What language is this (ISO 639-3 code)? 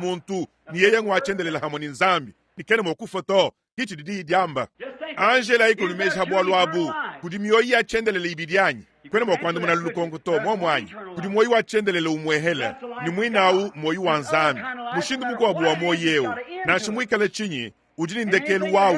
lua